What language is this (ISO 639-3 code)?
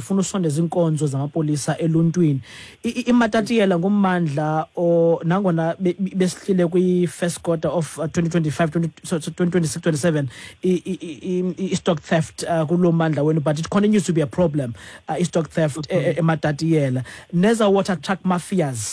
xho